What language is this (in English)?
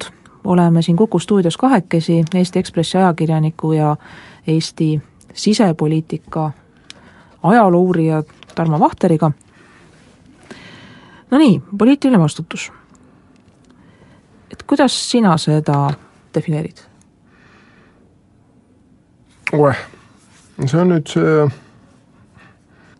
Estonian